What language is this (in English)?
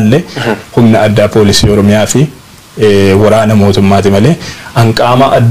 Oromo